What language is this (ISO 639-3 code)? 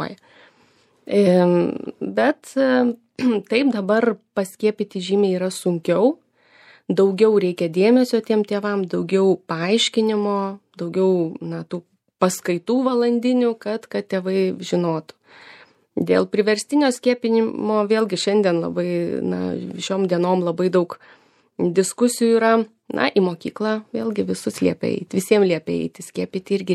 lit